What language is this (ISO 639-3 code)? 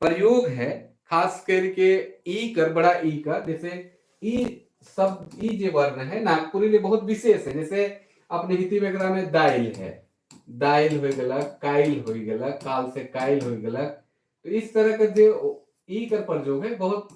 sck